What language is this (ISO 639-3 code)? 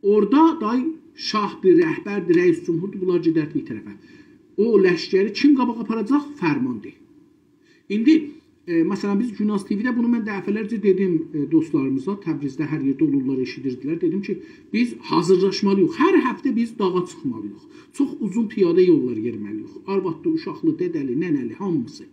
azb